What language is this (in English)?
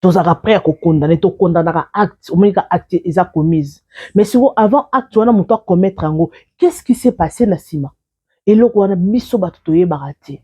Lingala